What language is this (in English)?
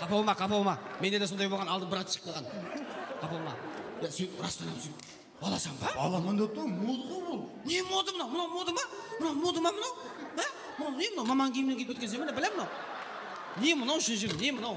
Kara-Kalpak